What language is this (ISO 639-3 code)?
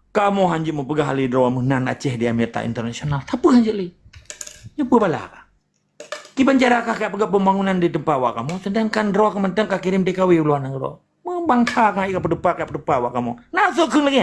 ace